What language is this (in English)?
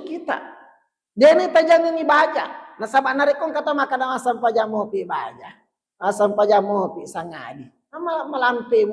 Buginese